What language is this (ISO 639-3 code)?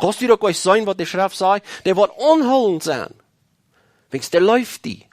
pdt